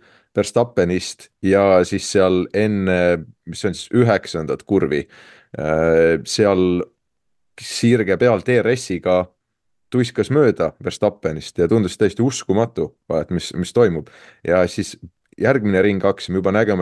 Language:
Estonian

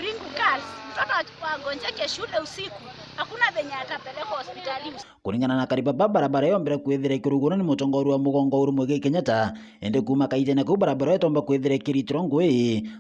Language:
Meru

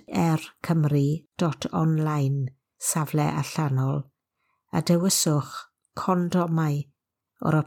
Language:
Welsh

